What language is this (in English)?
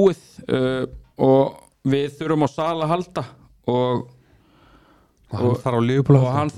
Icelandic